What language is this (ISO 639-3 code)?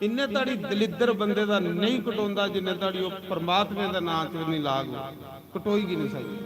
doi